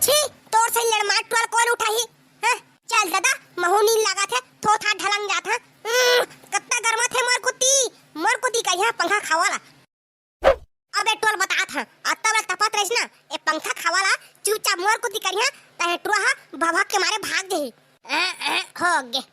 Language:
Chhattisgarhi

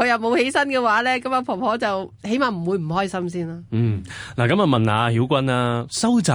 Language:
Cantonese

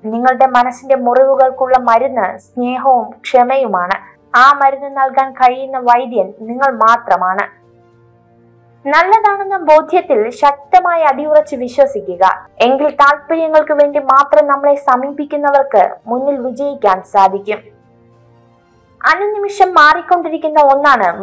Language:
Malayalam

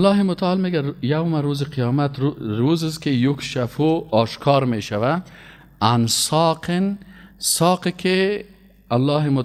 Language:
Persian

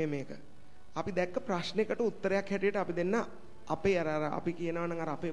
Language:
Sinhala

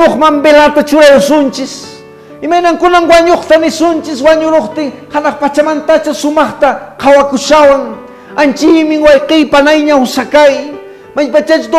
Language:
Quechua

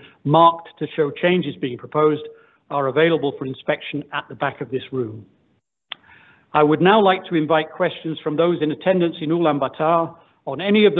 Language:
English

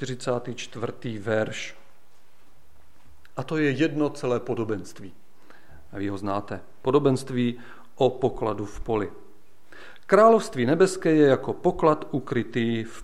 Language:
Czech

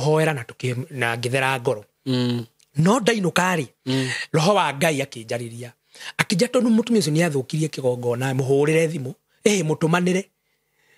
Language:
Kikuyu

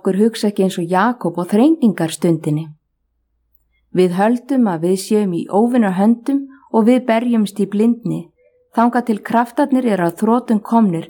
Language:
Icelandic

